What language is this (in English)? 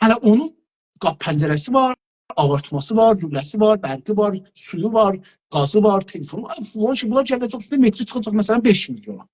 South Azerbaijani